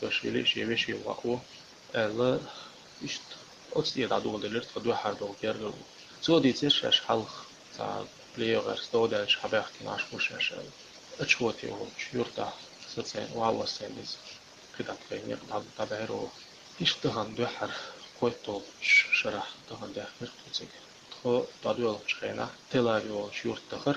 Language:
Chechen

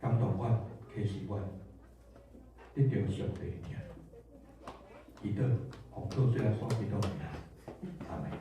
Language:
Min Nan Chinese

